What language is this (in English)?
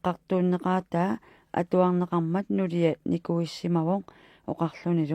Kalaallisut